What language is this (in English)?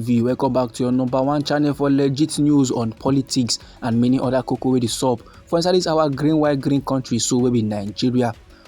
Nigerian Pidgin